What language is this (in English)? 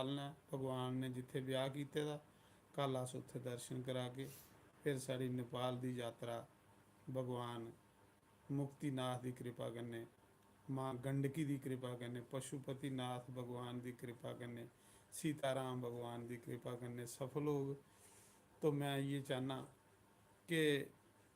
Dogri